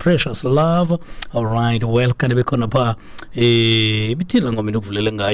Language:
Xhosa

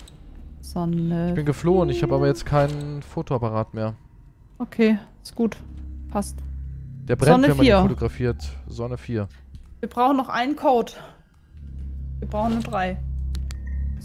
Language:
German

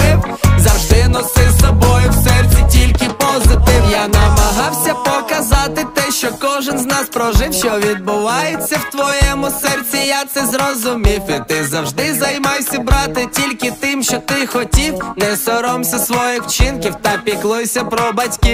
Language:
Ukrainian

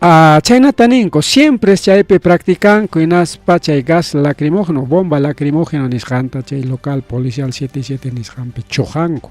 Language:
Ayacucho Quechua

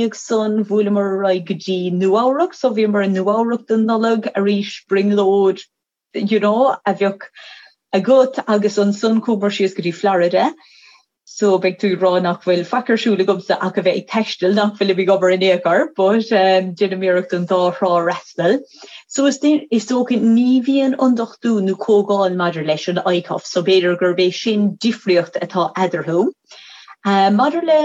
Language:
Irish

